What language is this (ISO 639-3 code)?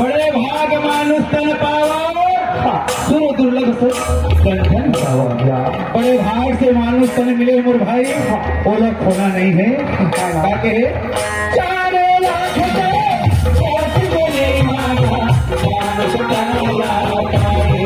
hne